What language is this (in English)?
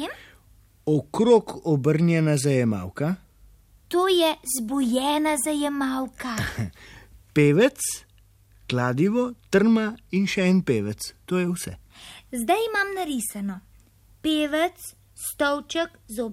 Slovenian